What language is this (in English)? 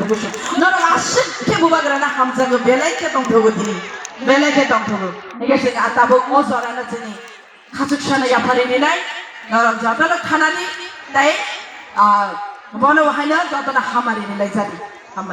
Kok Borok